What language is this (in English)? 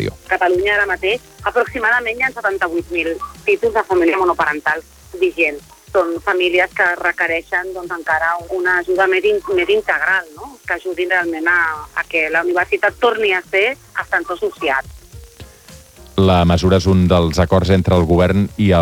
Catalan